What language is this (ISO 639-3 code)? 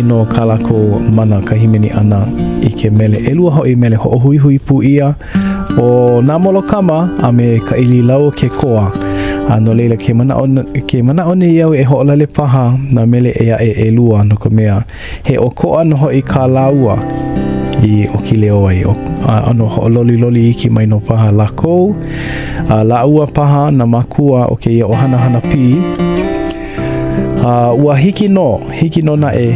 haw